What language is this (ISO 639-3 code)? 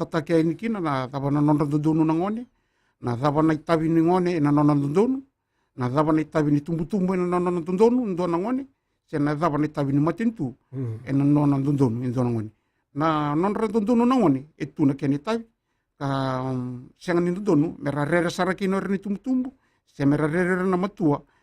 fij